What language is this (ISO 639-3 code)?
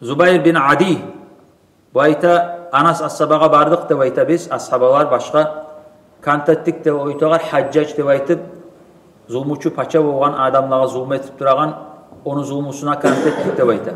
kum